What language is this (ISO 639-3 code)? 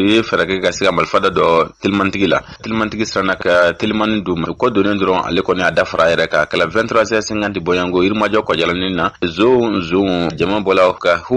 bam